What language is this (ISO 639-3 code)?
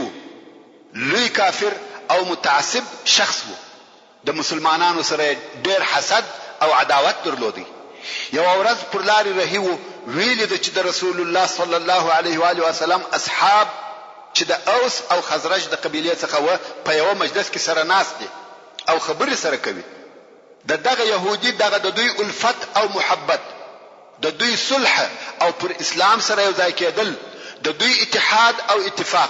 pus